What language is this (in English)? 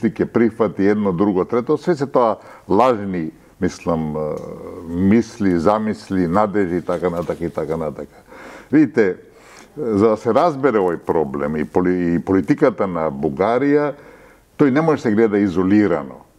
Macedonian